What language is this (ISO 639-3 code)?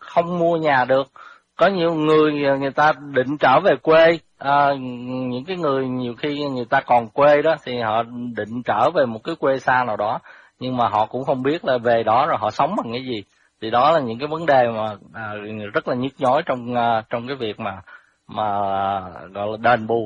vie